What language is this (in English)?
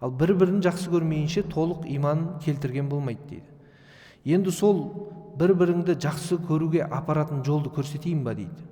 Kazakh